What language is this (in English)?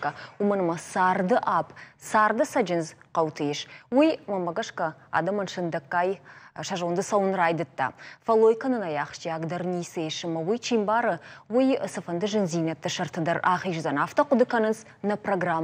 Ossetic